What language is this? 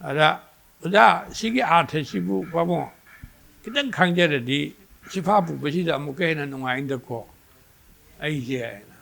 Manipuri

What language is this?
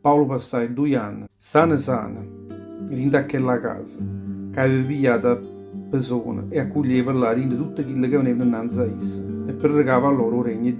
Neapolitan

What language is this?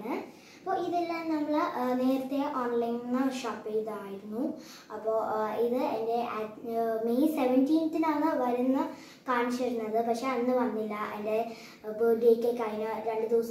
Malayalam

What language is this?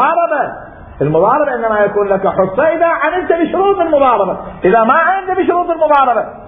Mesopotamian Arabic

